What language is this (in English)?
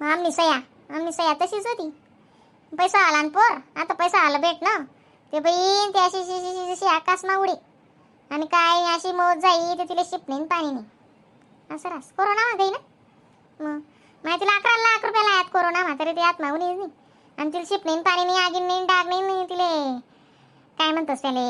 Khandesi